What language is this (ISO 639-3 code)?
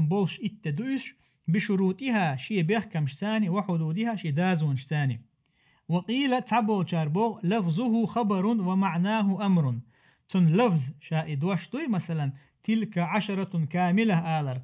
che